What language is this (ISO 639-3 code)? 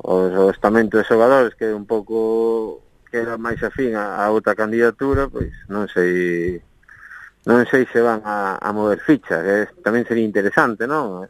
glg